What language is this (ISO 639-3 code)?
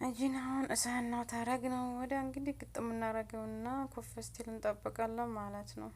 amh